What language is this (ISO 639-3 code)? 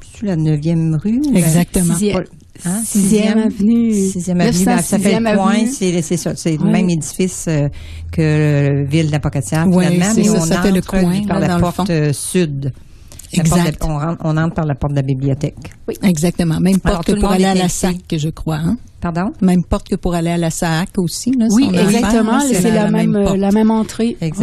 fra